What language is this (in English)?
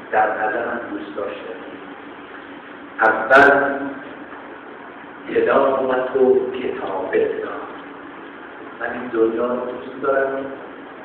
Persian